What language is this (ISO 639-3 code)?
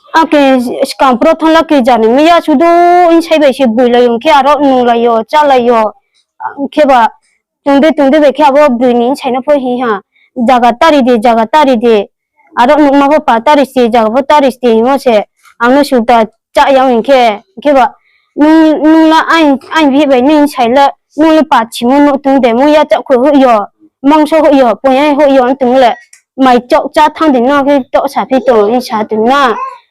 ria